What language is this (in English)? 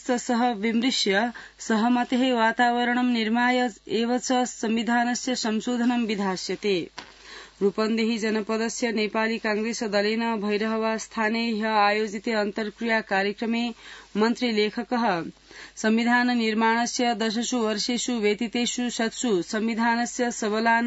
Sanskrit